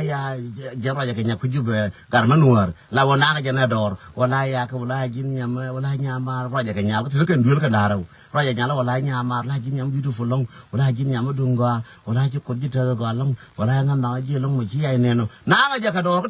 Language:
Nuer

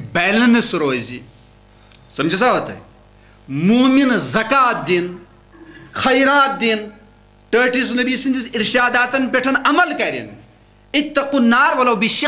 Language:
Kashmiri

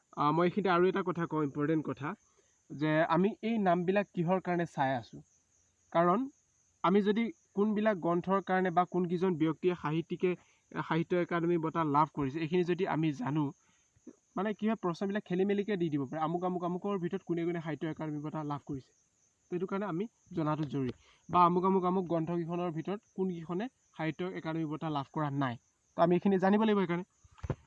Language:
Assamese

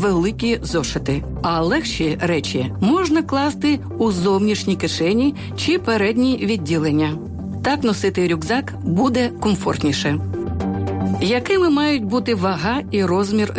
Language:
Ukrainian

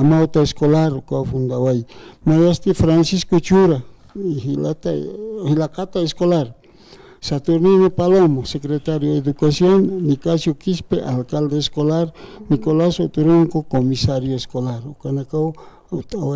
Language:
Aymara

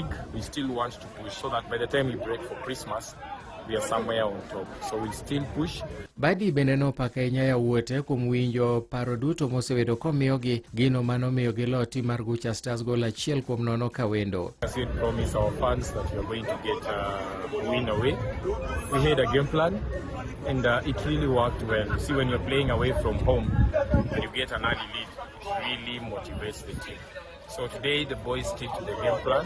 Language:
Luo (Kenya and Tanzania)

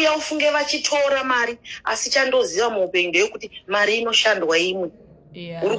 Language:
Shona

